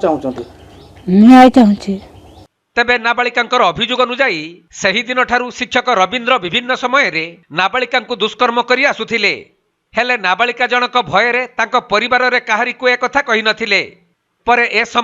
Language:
Odia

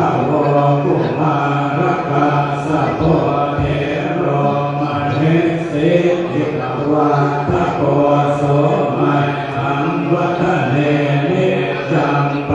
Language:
Pali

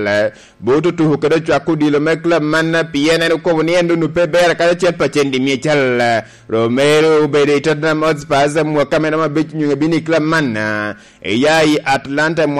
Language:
Lango (Uganda)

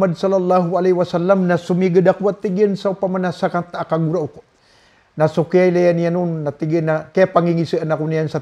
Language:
Maranao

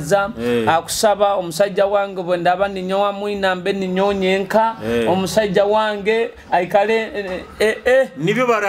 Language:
Nyoro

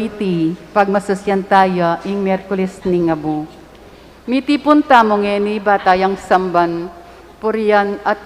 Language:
Pampanga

